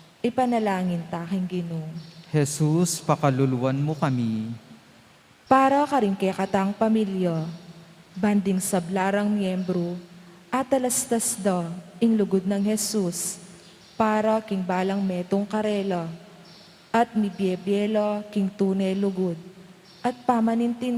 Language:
Pampanga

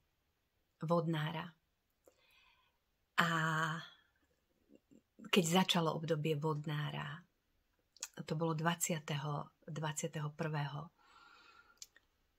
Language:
Slovak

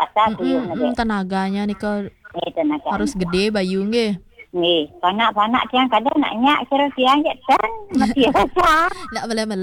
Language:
Balinese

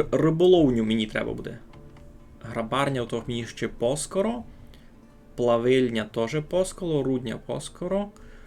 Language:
Rusyn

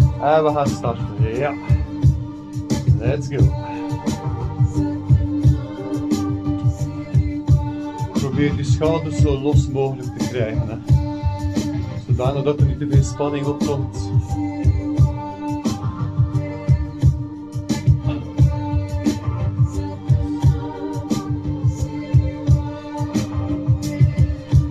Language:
Dutch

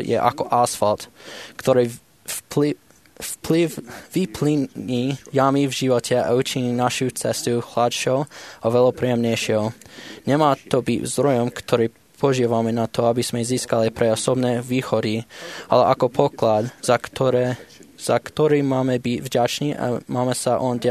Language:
Slovak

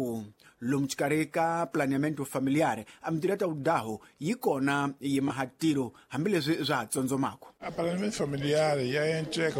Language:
Tsonga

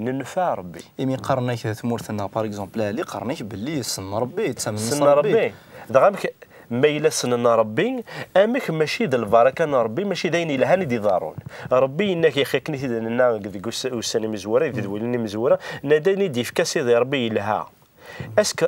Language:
Kabyle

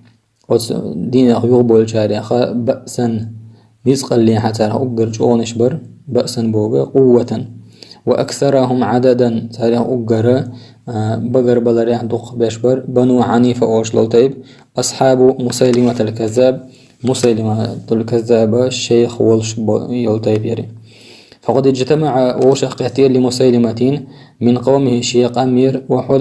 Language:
Chechen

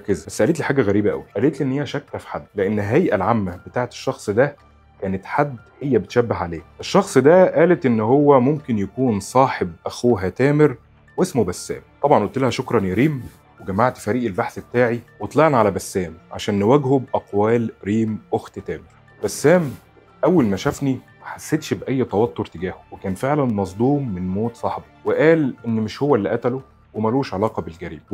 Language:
Egyptian Arabic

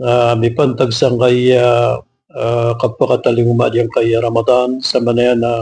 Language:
Maranao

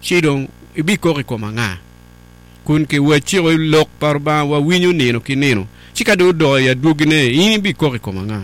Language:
Acoli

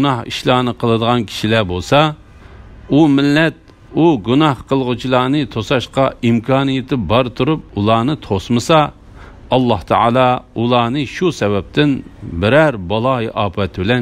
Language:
Uyghur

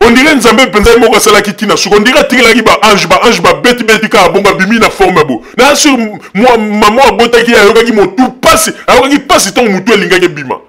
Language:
Lingala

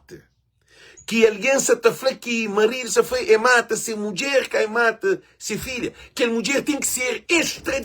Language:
Kabuverdianu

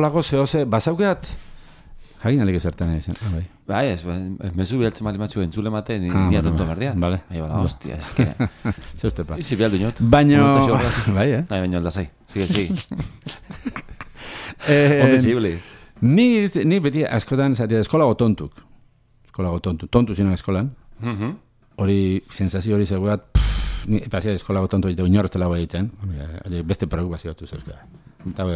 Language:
Basque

